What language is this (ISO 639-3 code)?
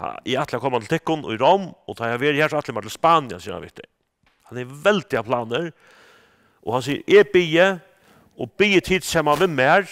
fao